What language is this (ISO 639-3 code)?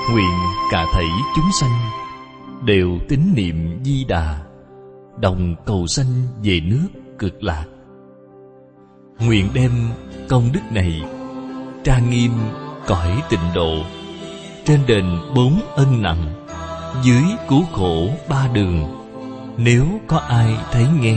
vie